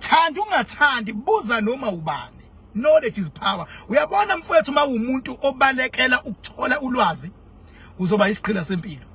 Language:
Zulu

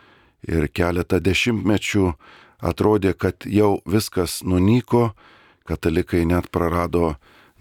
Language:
Lithuanian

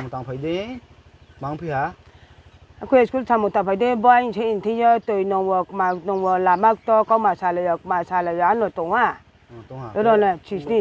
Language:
Riang (India)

